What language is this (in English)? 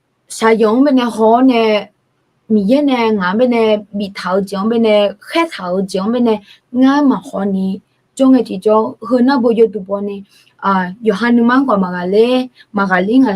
Akha